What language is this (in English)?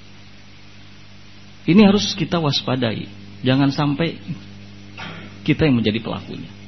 Indonesian